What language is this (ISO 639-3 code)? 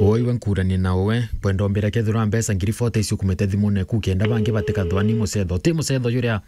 mer